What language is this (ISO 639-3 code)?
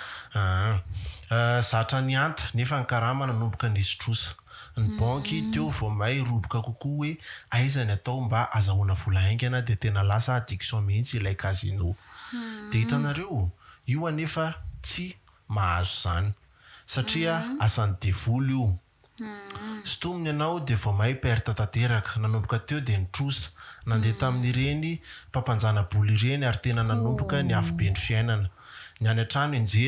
mlg